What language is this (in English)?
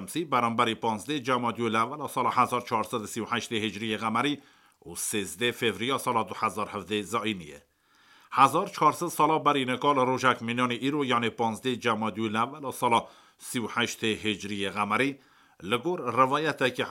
Kurdish